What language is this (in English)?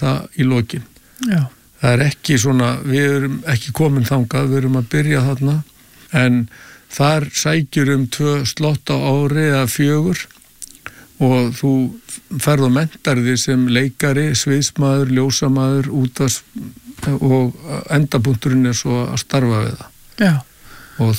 Icelandic